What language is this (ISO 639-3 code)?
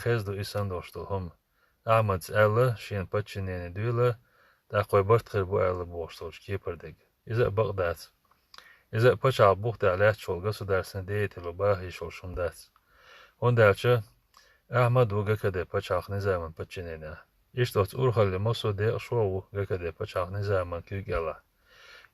che